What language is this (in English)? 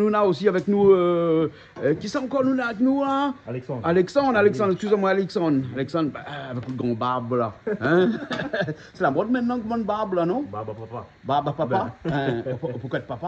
Réunion Creole French